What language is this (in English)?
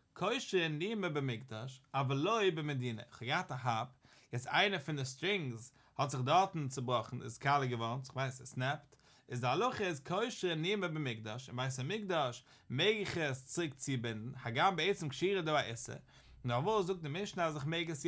Yiddish